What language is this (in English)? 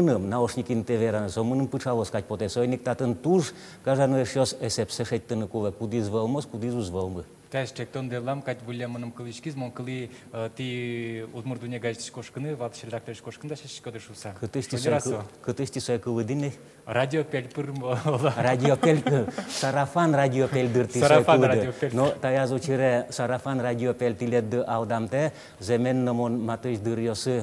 Udmurt